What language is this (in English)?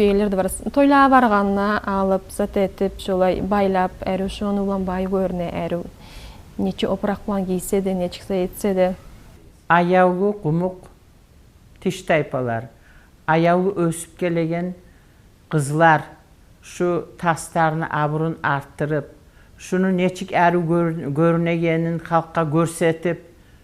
Kumyk